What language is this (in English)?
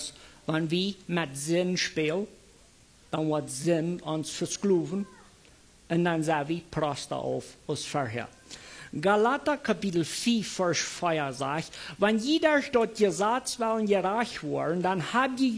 Plautdietsch